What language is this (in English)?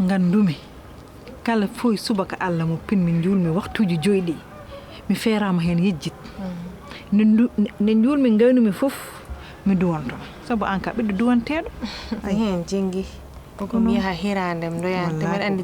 Fula